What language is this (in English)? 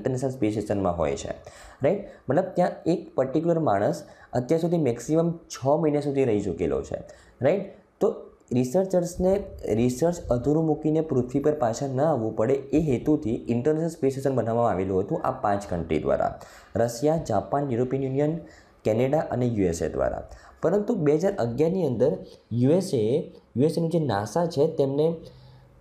Gujarati